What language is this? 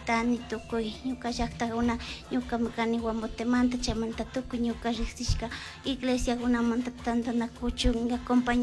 Chimborazo Highland Quichua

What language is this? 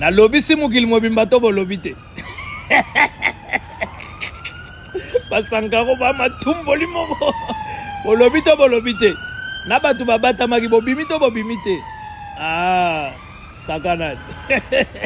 Lingala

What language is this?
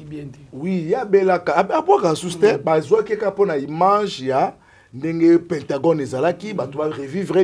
Lingala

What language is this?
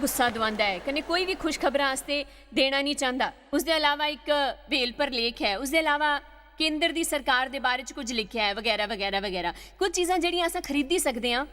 Dogri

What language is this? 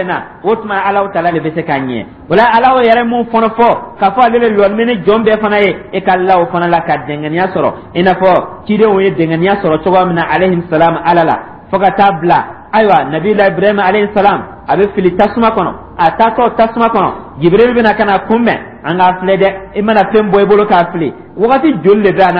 Dyula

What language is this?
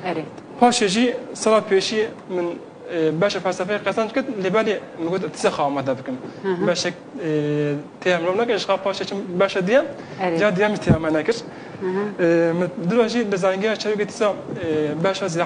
Kurdish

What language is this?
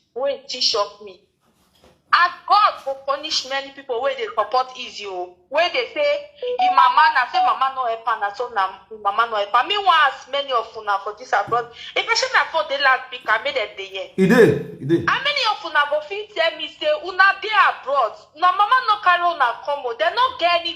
Nigerian Pidgin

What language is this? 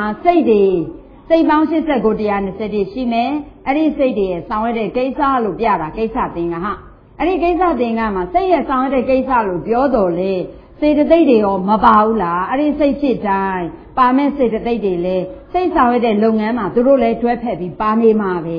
Burmese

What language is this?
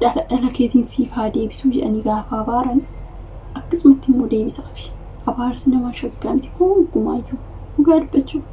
Oromo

